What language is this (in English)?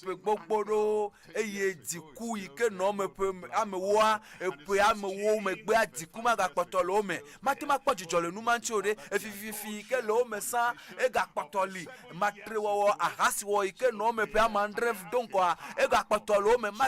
Ewe